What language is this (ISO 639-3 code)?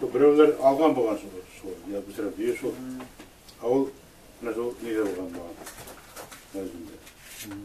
bak